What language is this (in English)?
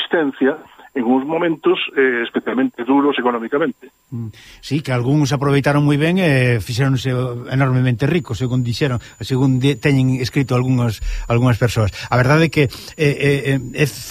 Galician